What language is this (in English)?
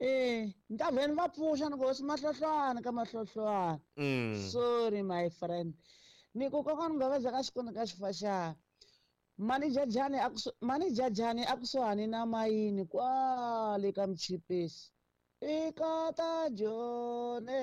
Tsonga